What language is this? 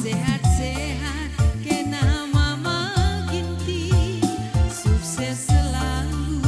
Batak Karo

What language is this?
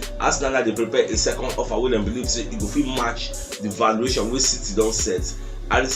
Nigerian Pidgin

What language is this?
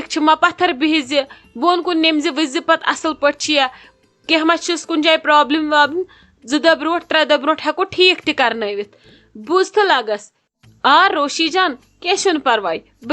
Kashmiri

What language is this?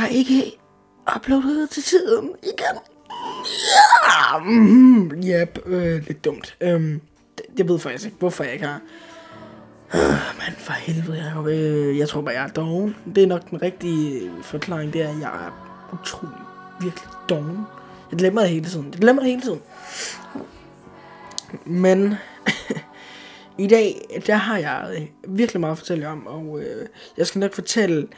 Danish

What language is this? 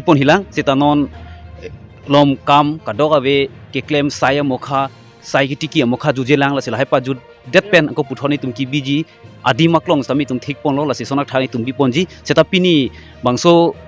Karbi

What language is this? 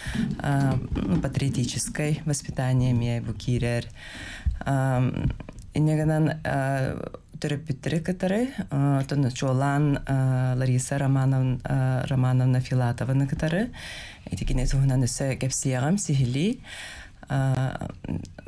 Yakut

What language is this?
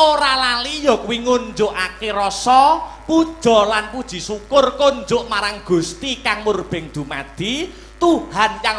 Javanese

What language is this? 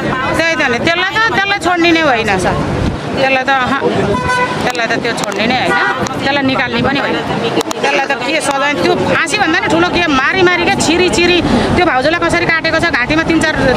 Nepali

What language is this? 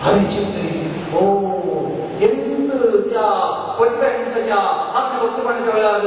Konkani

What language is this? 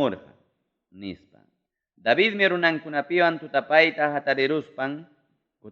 Ayacucho Quechua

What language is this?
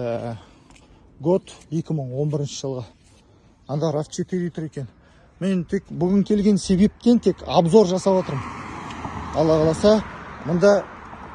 Kazakh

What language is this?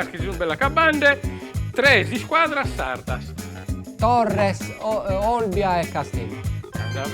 Sardinian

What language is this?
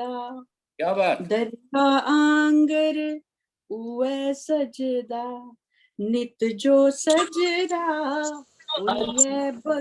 Dogri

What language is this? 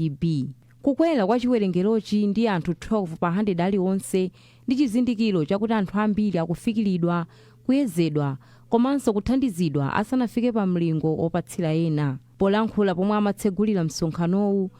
Nyanja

